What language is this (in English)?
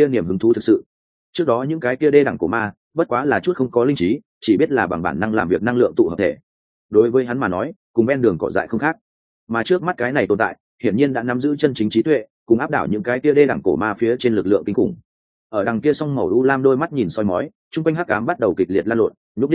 Vietnamese